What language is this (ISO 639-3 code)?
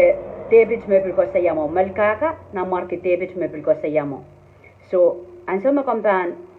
pon